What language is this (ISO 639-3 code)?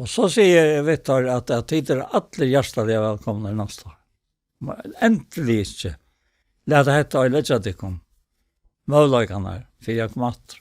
fao